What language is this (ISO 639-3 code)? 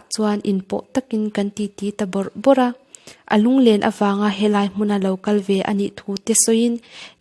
lus